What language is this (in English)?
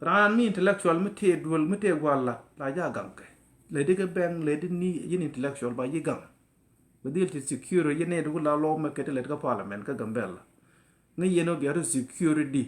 Nuer